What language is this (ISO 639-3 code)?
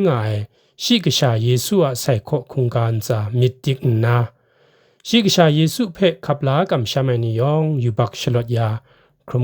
kac